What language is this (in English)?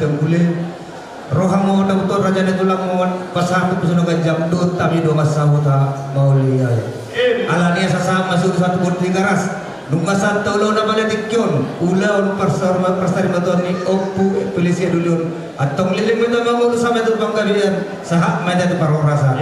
Batak Toba